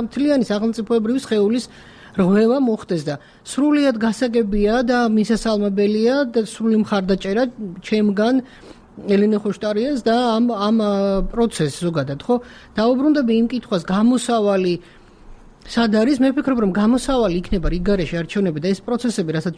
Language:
Georgian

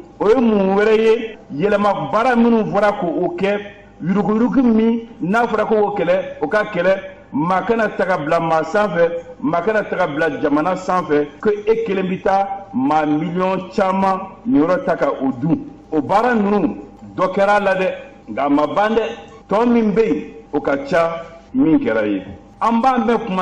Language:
Bambara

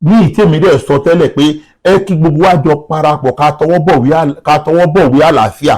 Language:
Yoruba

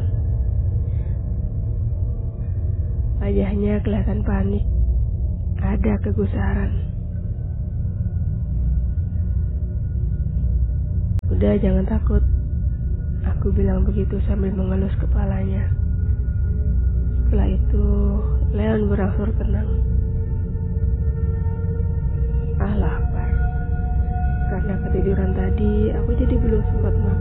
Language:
Indonesian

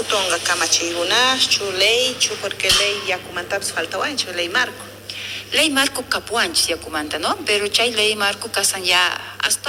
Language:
South Bolivian Quechua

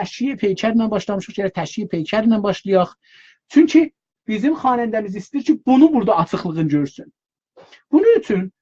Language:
South Azerbaijani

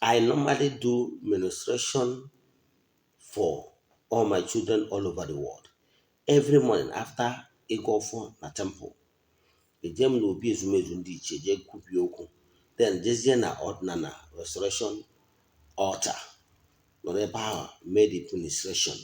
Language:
Igbo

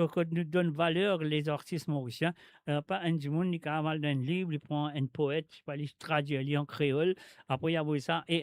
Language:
Morisyen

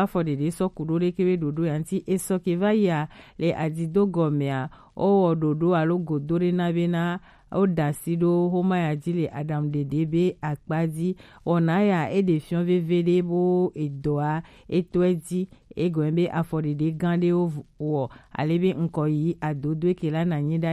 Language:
Gen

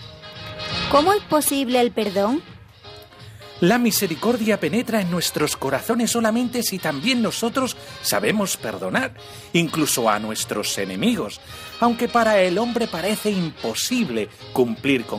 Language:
Spanish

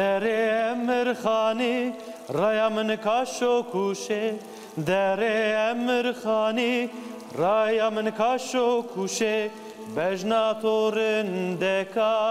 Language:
Zaza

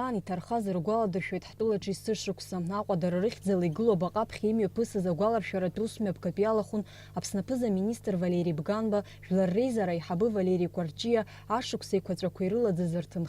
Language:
Abkhazian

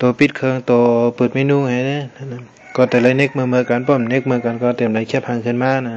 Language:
Shan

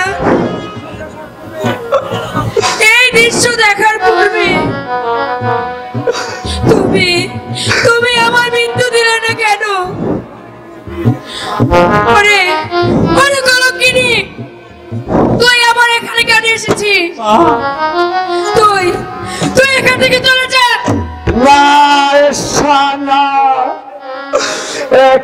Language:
Bangla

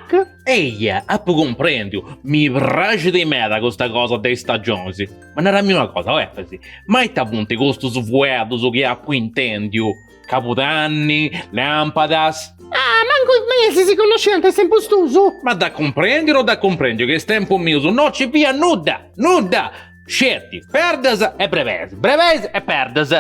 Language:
Sardinian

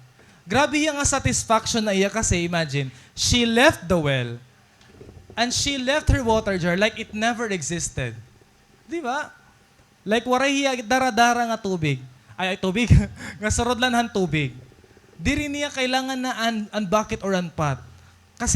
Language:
Waray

